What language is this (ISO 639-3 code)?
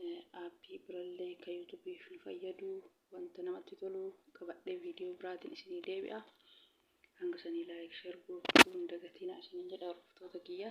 orm